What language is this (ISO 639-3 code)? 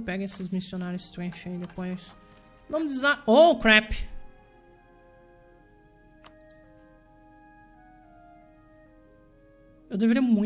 por